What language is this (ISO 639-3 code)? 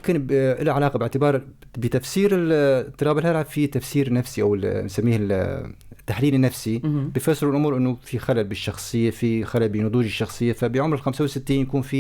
apc